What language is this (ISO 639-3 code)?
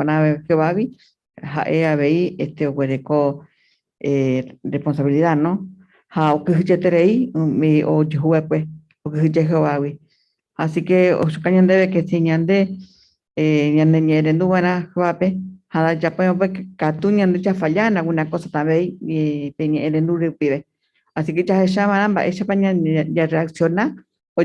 grn